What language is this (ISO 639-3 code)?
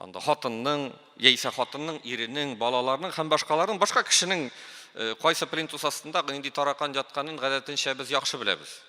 tat